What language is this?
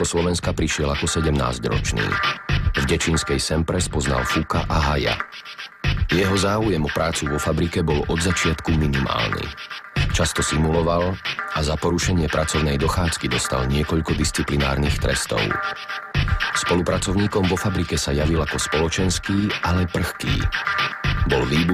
Slovak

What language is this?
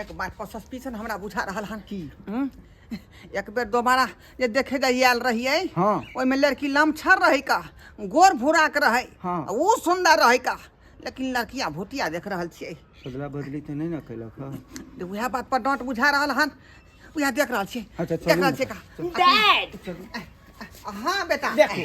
Maithili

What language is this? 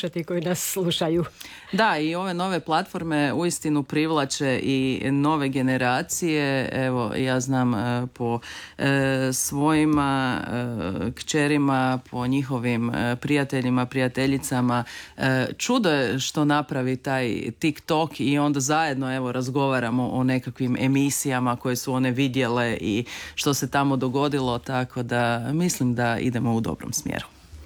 Croatian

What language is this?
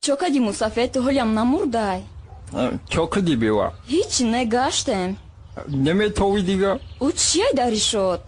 Tajik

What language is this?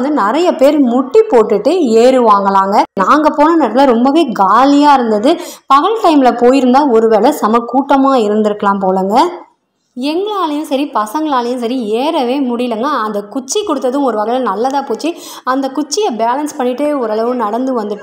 Tamil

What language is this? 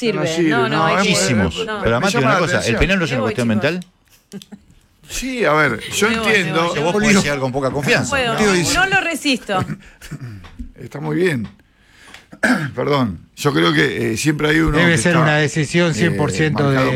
Spanish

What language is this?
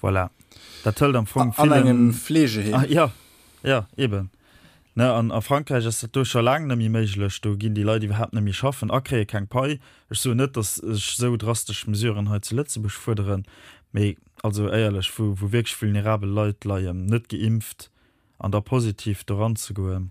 Luxembourgish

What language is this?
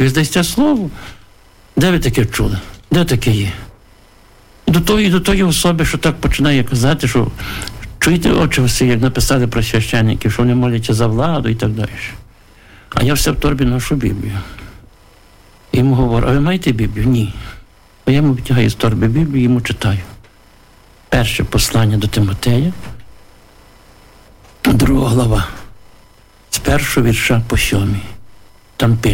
Ukrainian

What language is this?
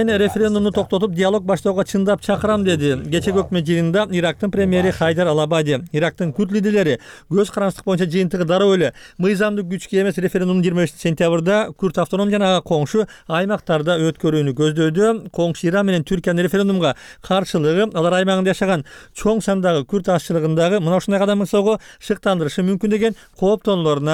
Kyrgyz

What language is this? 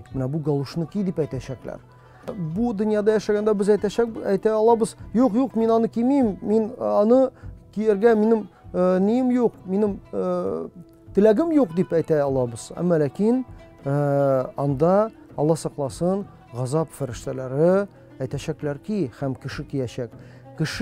Tatar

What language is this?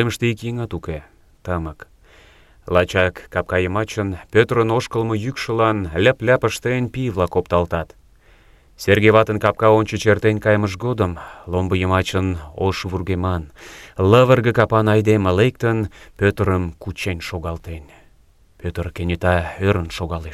Mari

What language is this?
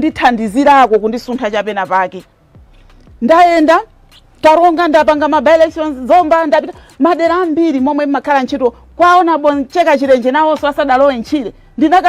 Nyanja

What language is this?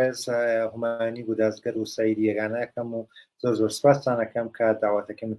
Central Kurdish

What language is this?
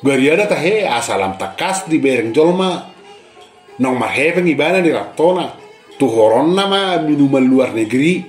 Batak Toba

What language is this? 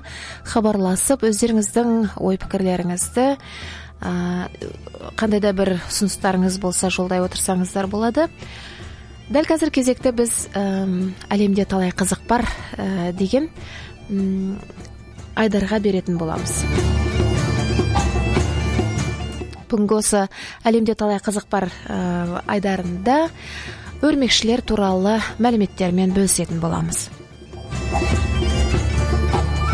Kazakh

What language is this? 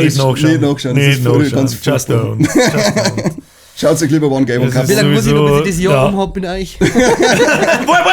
Bavarian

